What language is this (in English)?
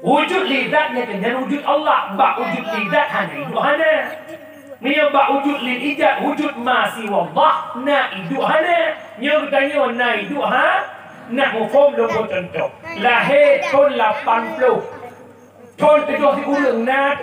Achinese